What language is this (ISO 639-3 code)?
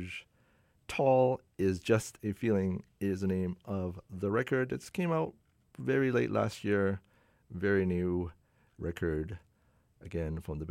eng